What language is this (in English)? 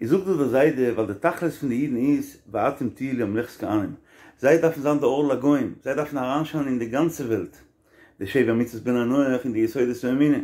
Yiddish